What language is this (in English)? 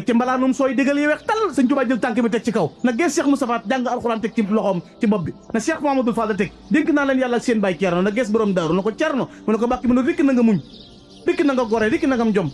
Wolof